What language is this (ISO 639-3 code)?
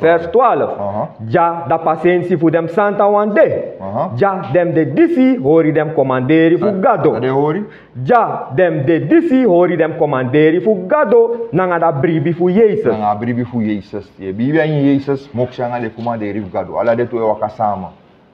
srn